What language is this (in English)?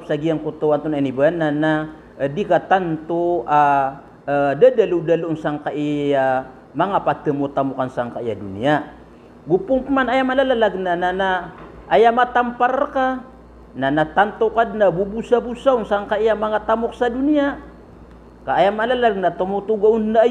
Maranao